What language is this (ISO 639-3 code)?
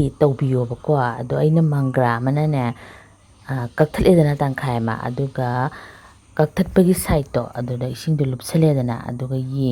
mni